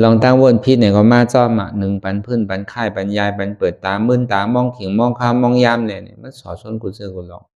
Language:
Shan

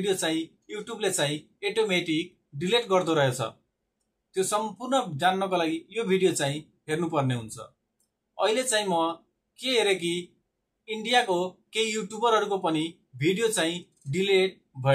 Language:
Nepali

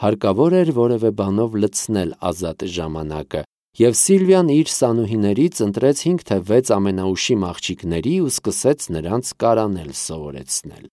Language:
Armenian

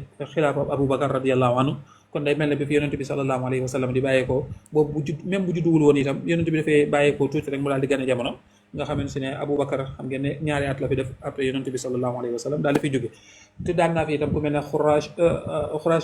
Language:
Wolof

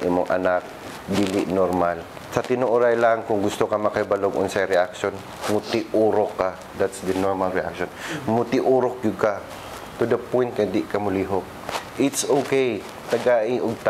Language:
Cebuano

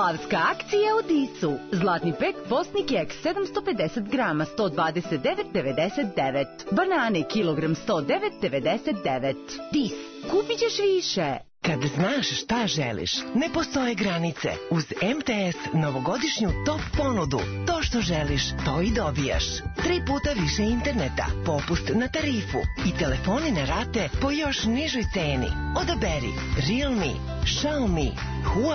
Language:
Serbian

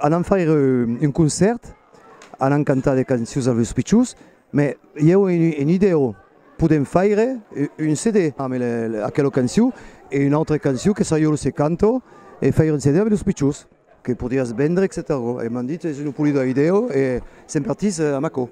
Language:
Occitan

